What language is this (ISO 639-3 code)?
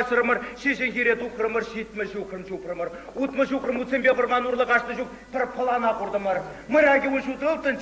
chv